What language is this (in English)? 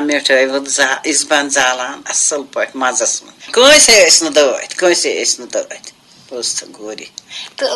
Kashmiri